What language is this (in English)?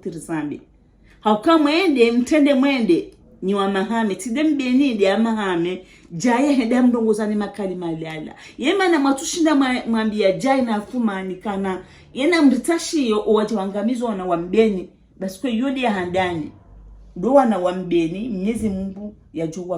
Ngazidja Comorian